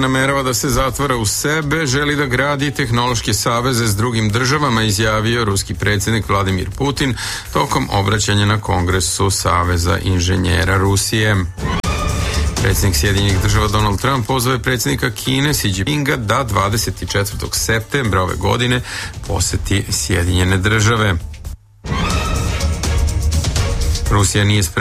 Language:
Serbian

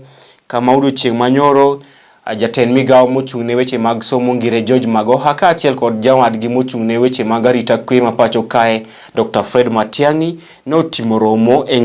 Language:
Luo (Kenya and Tanzania)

